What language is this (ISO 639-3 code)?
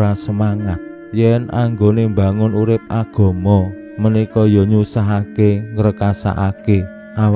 jav